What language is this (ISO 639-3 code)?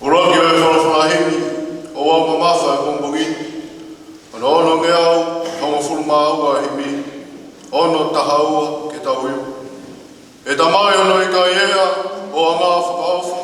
ton